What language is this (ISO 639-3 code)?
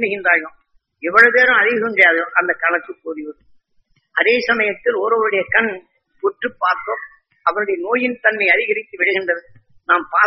tam